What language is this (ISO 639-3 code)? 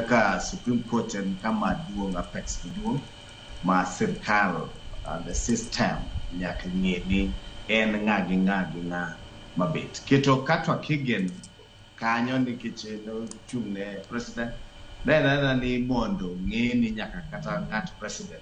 luo